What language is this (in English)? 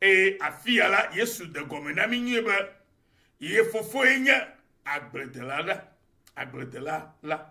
Ewe